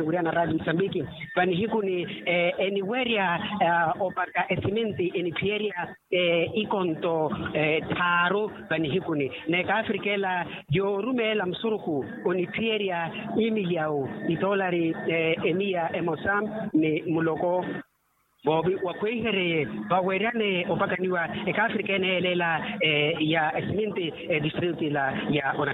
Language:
Makhuwa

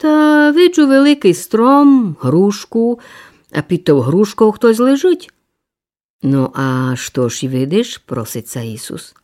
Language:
Rusyn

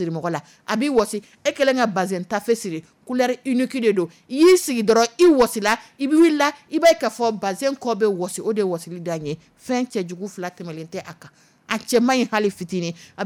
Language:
Dyula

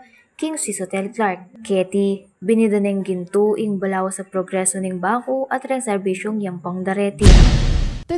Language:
Pampanga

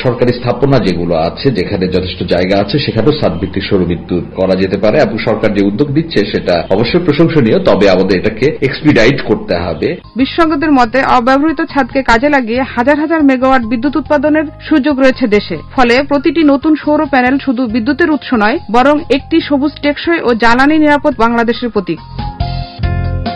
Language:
Bangla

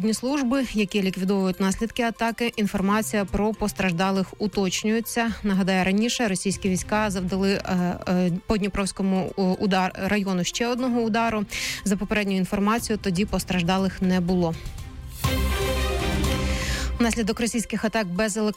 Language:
Ukrainian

